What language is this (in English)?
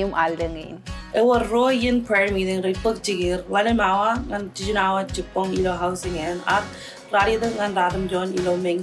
Marshallese